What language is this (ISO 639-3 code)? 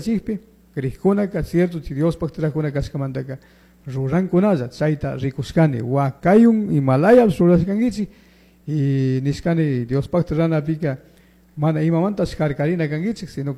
qug